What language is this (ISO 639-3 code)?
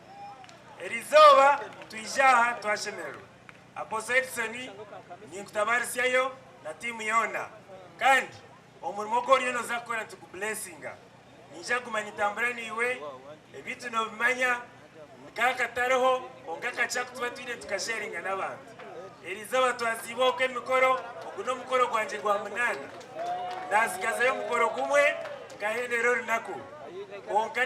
nyn